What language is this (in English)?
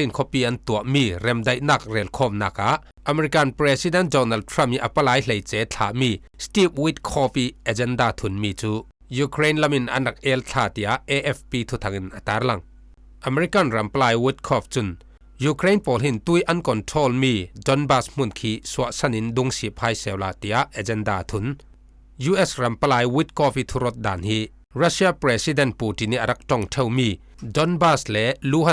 Falam Chin